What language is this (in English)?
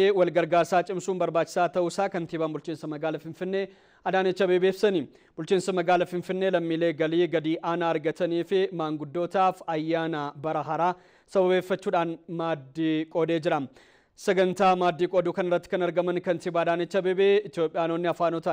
Oromo